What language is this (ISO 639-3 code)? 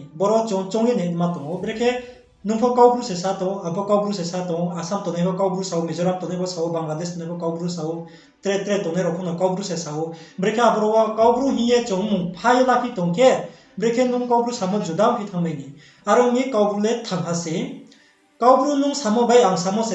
ria